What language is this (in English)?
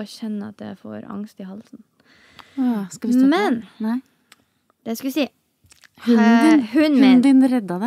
Norwegian